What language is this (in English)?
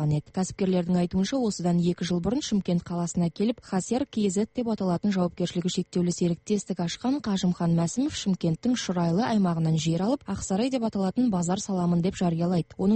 Kazakh